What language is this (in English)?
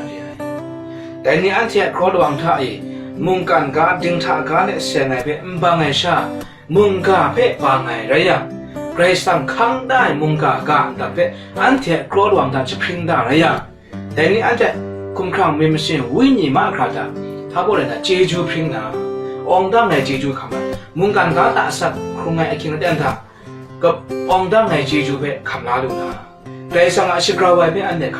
Kachin